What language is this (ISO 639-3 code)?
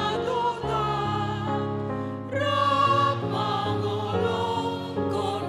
bts